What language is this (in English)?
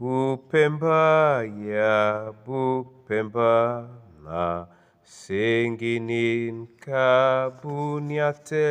Duala